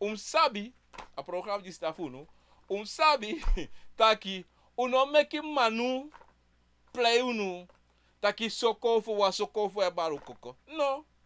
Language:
Sranan Tongo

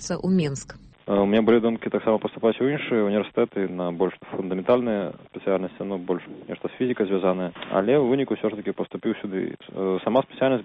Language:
Belarusian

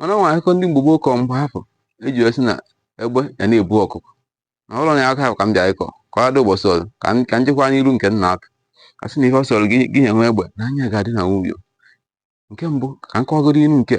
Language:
Igbo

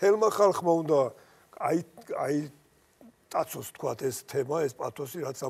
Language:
Georgian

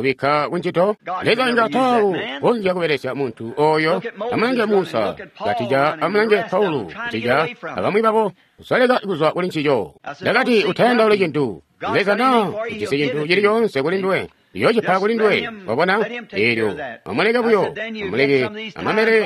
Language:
Tonga (Zambia)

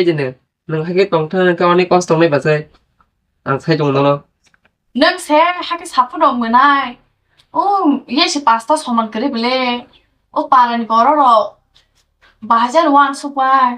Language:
Kok Borok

